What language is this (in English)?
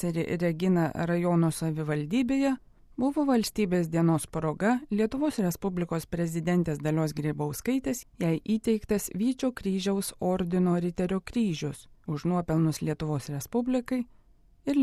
Lithuanian